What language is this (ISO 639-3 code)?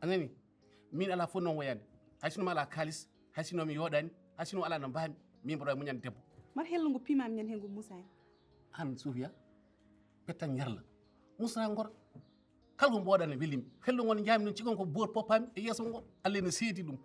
ful